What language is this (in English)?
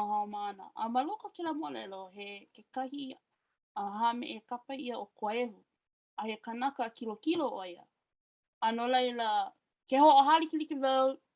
Hawaiian